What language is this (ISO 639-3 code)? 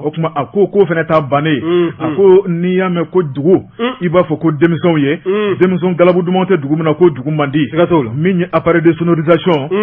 bam